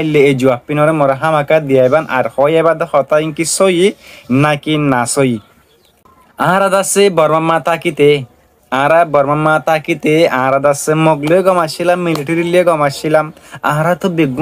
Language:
Rohingya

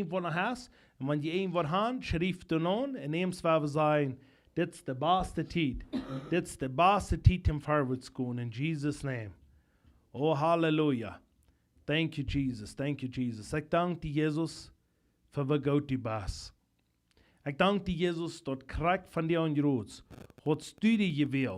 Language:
Plautdietsch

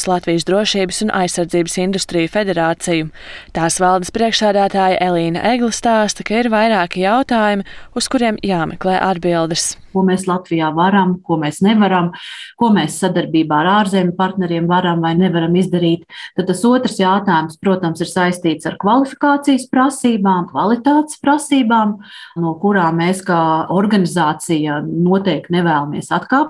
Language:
Latvian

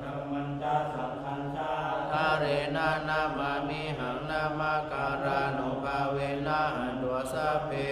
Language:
Pali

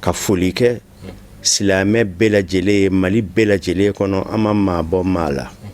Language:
Bambara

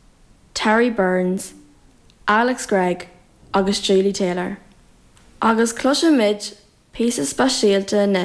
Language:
Irish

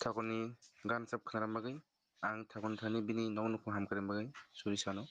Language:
Kok Borok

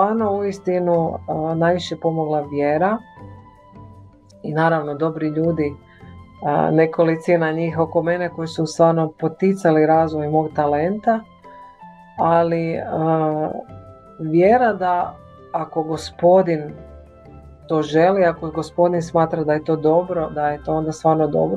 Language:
Croatian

